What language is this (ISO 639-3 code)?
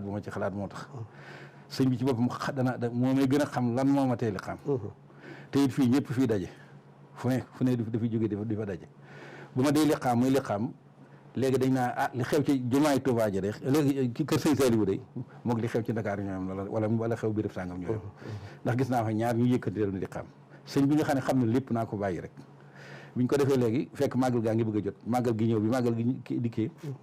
wol